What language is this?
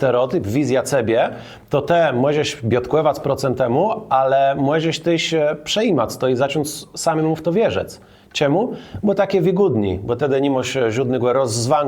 Kashubian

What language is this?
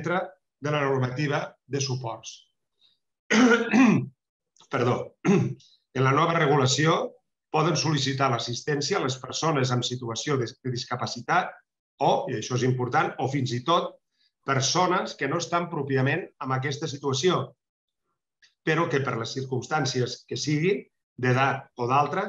Catalan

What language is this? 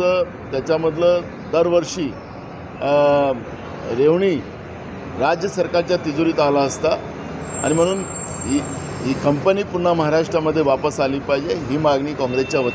Marathi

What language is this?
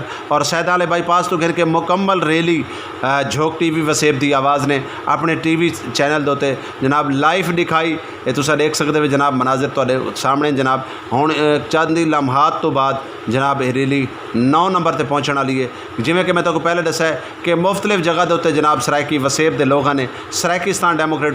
Saraiki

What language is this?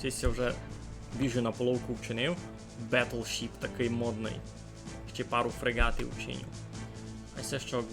Rusyn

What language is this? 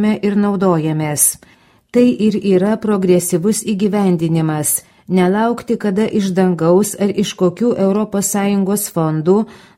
Lithuanian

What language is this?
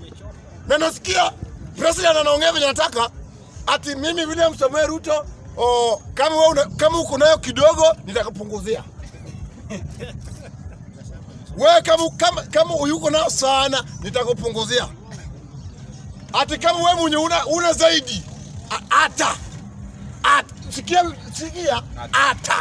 Swahili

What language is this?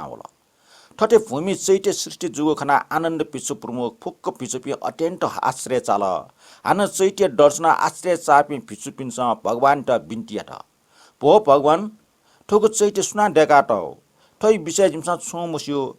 Newari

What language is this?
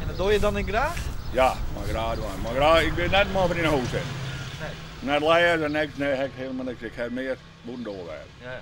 Western Frisian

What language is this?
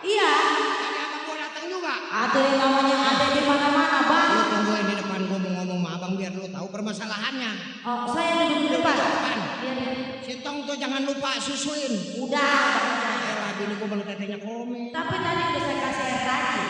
Betawi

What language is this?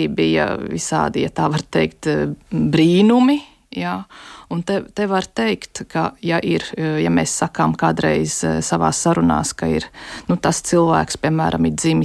Latvian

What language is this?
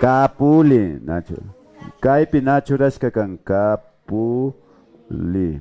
Imbabura Highland Quichua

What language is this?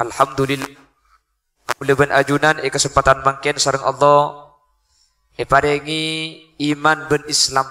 Madurese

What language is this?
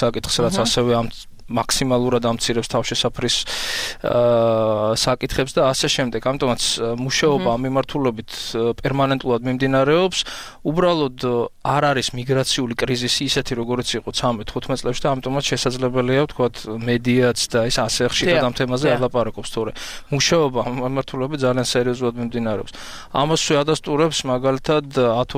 Georgian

